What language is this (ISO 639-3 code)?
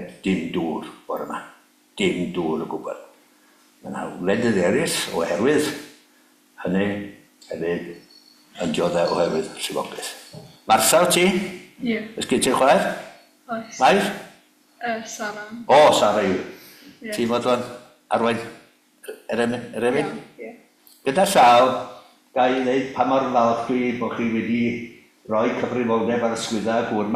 cym